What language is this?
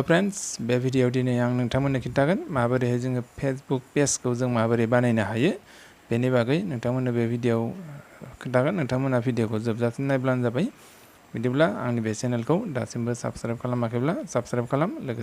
Bodo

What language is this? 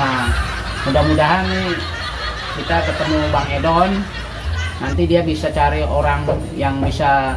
Betawi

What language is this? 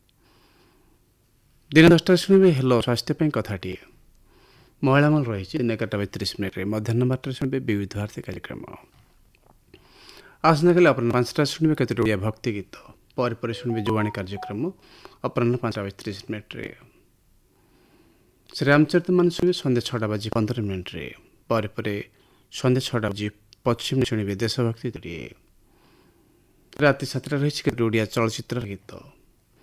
Odia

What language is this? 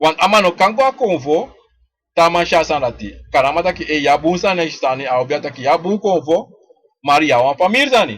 Sranan Tongo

